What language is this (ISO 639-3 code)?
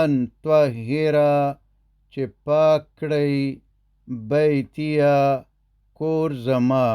pus